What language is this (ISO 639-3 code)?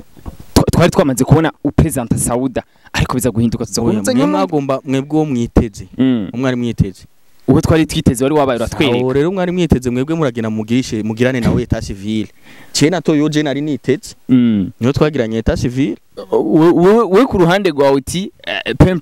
run